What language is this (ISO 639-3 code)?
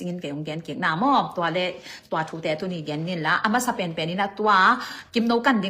ctd